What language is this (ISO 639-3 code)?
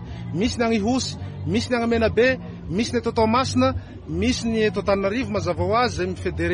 mlg